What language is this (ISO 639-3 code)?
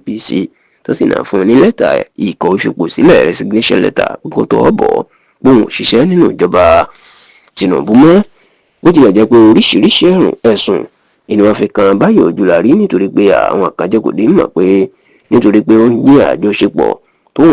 yor